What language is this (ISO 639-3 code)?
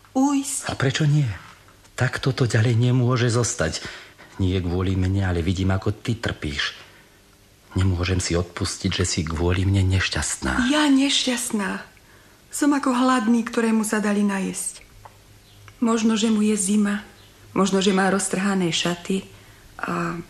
slk